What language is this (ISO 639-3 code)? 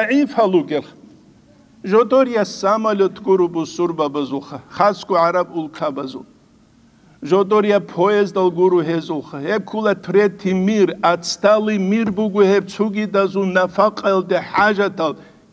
ava